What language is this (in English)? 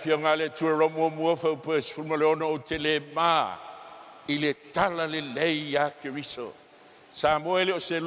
Samoan